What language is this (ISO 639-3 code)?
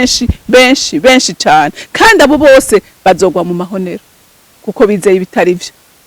run